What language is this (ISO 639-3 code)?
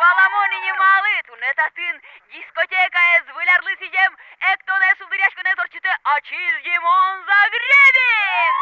udm